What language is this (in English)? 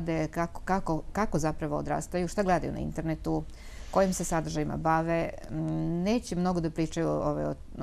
Serbian